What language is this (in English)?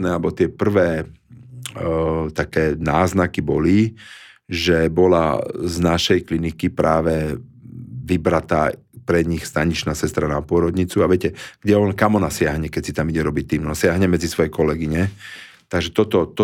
Slovak